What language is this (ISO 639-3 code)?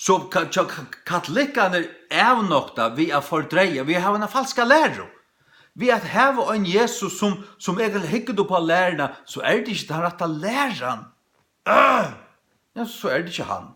fao